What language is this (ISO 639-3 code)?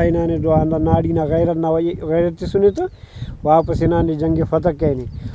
brh